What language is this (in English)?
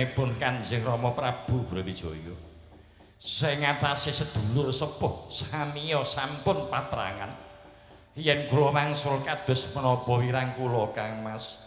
Javanese